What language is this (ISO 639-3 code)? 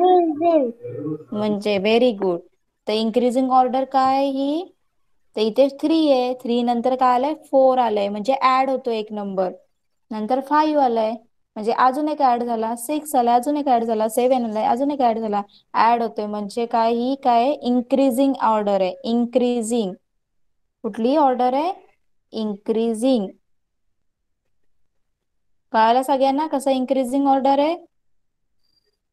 mar